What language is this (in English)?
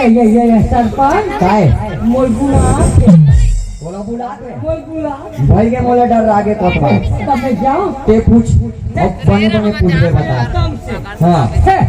Chhattisgarhi